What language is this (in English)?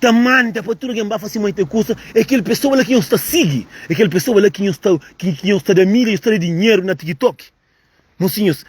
Kabuverdianu